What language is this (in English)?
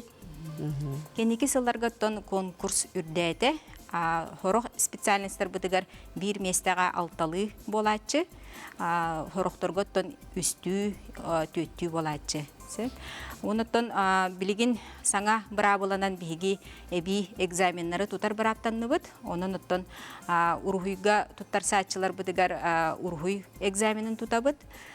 Yakut